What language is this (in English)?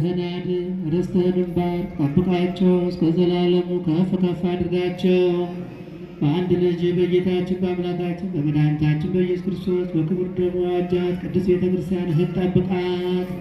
Amharic